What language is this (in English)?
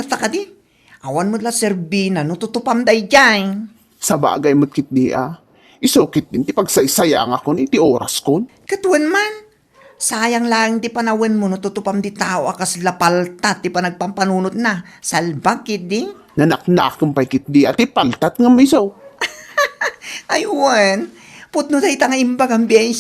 Iloko